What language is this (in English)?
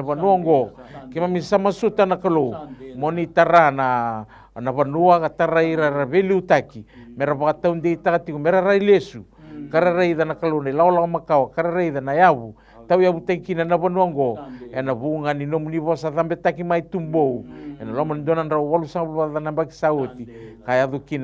Fijian